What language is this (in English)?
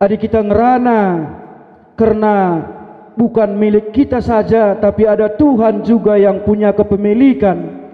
Batak Karo